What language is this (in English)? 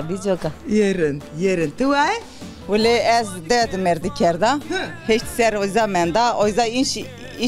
Zaza